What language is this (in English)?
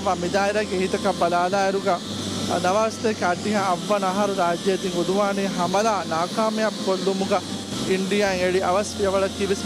Divehi